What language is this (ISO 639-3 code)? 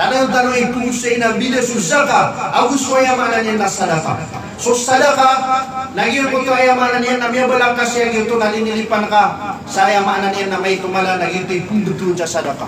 mrw